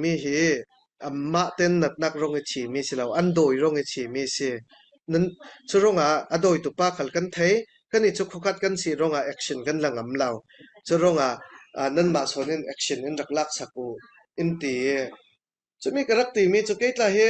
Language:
Falam Chin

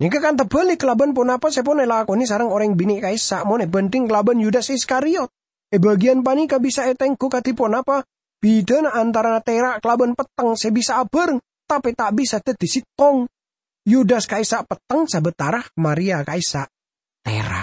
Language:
Madurese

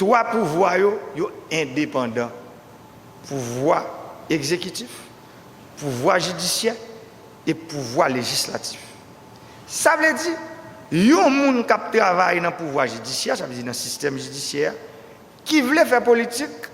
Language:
Haitian Creole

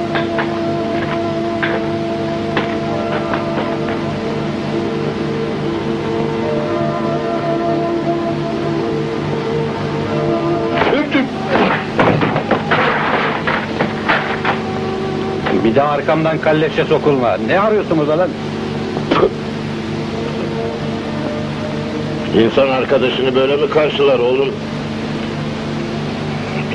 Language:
Turkish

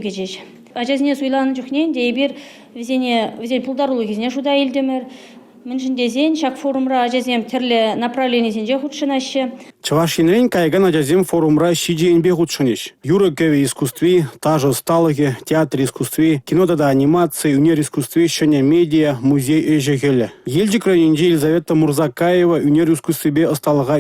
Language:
Chuvash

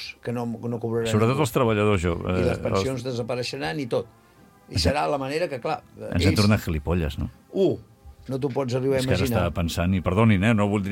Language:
Catalan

